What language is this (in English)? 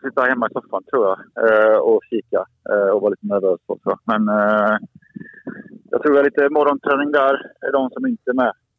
Swedish